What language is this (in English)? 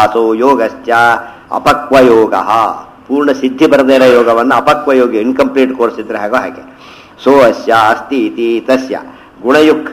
Kannada